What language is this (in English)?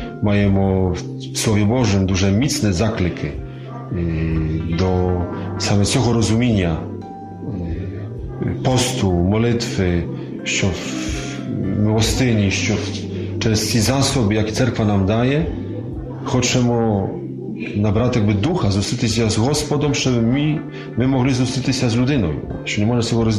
Ukrainian